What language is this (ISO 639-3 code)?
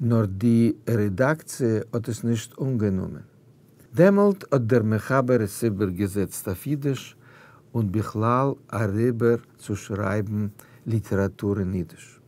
yid